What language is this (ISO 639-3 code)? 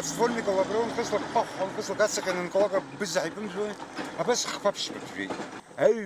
abk